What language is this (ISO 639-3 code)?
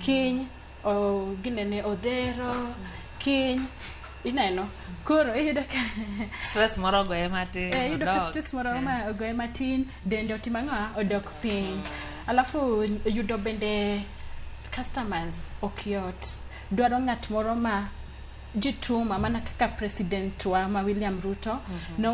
luo